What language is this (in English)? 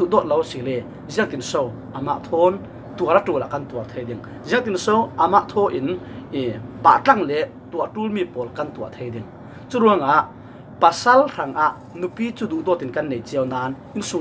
Falam Chin